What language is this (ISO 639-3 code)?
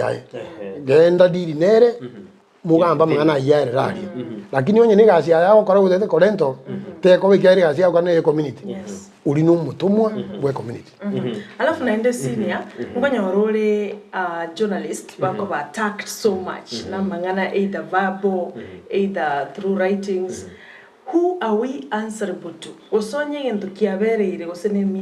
guz